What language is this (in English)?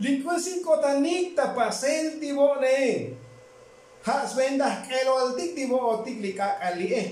Tzotzil